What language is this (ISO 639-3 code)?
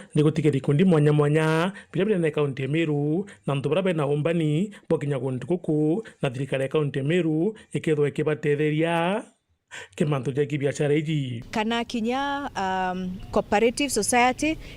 mer